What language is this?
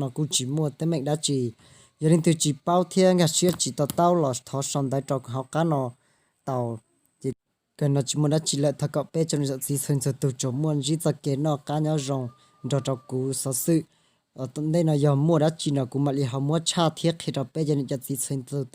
Hmong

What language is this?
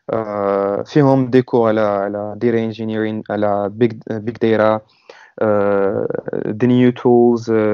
Moroccan Arabic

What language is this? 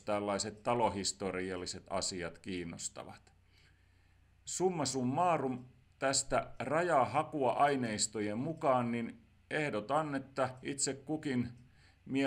Finnish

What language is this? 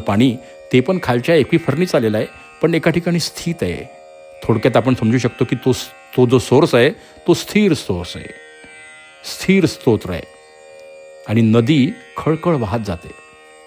Marathi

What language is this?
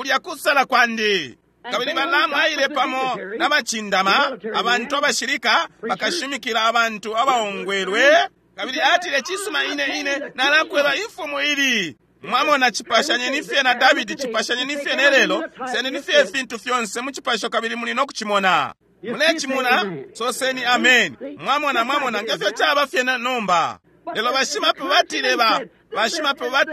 Bemba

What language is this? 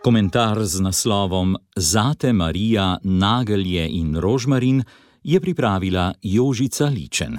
Slovenian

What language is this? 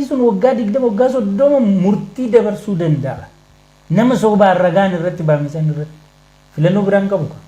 Oromo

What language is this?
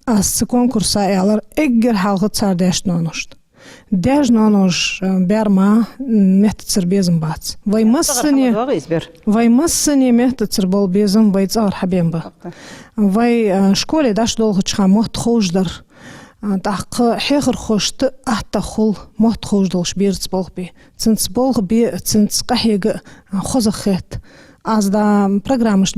Ingush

